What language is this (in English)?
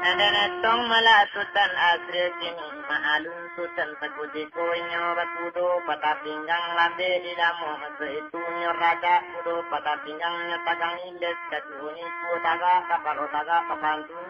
Minangkabau